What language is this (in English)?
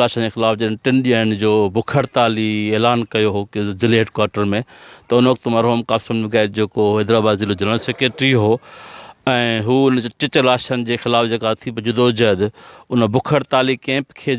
Sindhi